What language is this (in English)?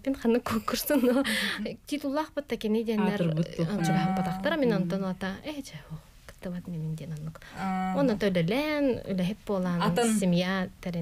Yakut